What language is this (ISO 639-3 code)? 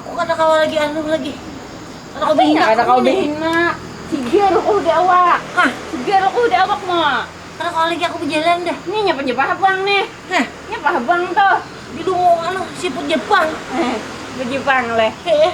bjn